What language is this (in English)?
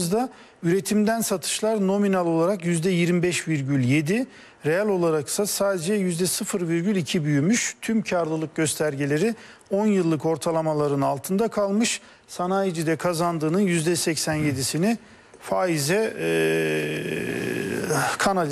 Turkish